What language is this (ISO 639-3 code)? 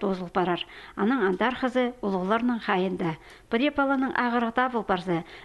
kjh